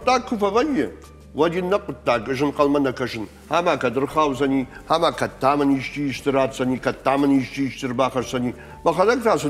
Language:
Ossetic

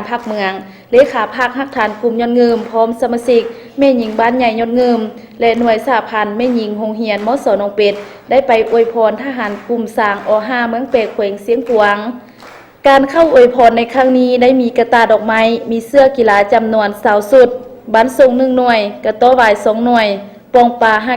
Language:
Lao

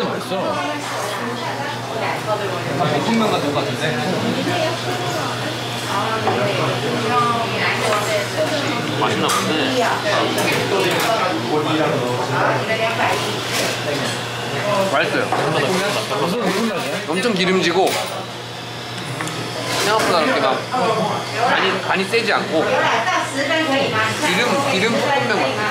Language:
Korean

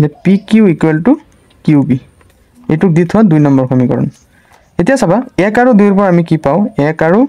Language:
Assamese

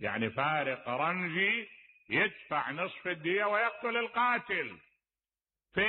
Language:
Mesopotamian Arabic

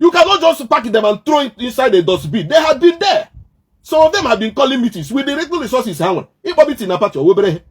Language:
Igbo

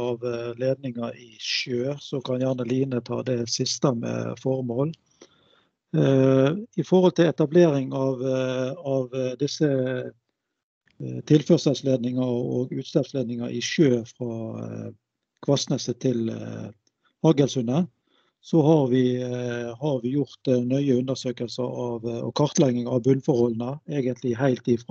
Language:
Norwegian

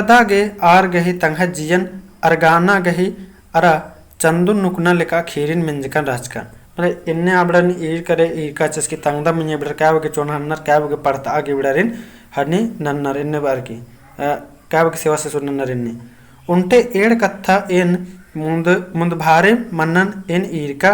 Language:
Kurukh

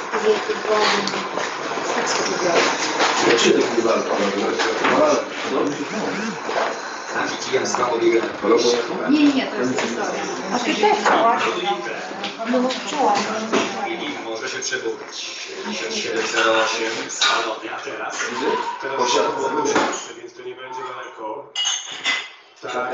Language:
Polish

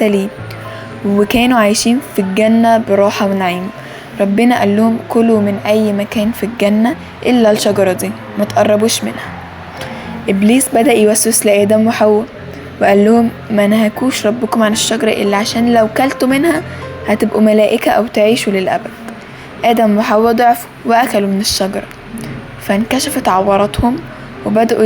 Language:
Egyptian Arabic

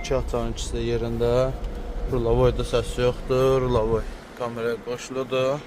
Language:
Azerbaijani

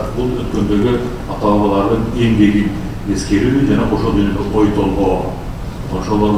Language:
Kyrgyz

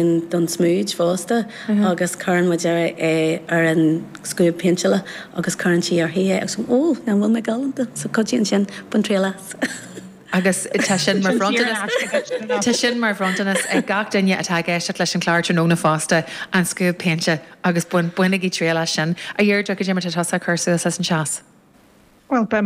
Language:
Irish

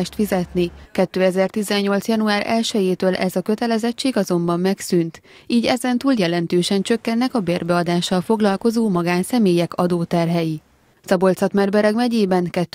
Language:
Hungarian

